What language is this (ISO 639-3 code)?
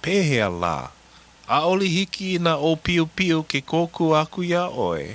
haw